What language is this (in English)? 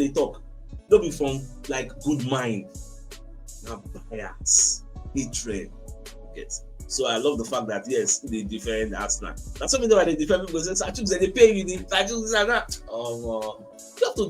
Nigerian Pidgin